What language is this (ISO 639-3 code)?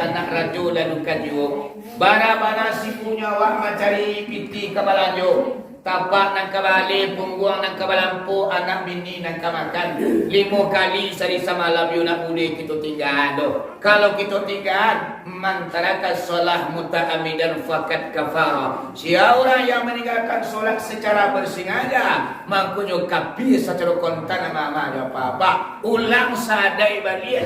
min